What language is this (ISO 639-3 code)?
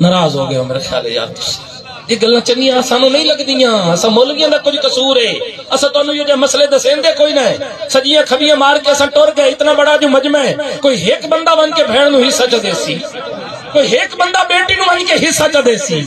skr